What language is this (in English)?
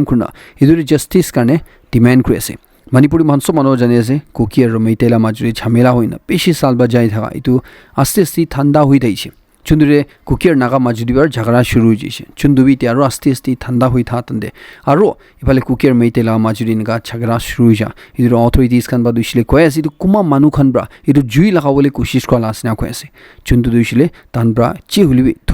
Naga Pidgin